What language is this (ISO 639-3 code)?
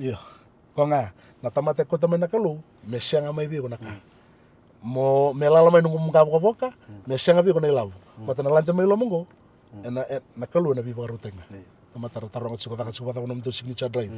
fij